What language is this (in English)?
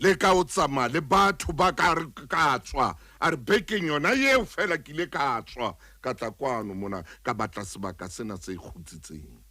Southern Sotho